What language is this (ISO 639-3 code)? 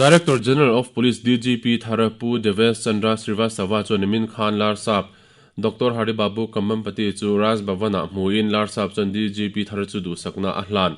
lus